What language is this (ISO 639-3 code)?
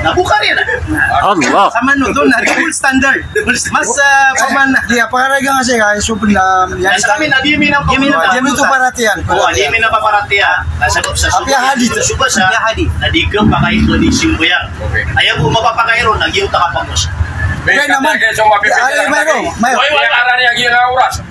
mrw